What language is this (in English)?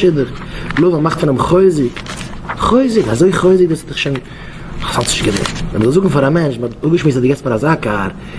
Yiddish